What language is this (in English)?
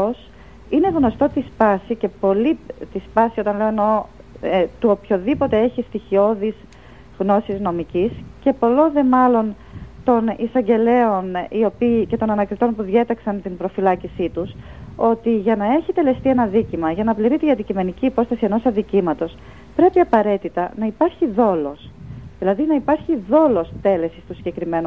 Greek